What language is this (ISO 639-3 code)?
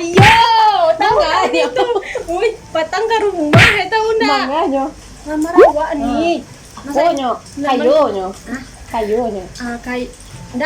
min